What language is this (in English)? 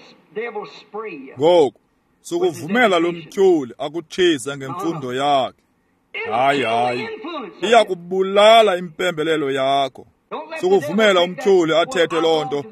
Xhosa